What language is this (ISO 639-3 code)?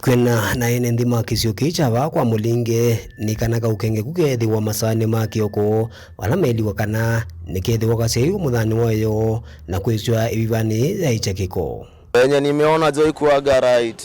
kam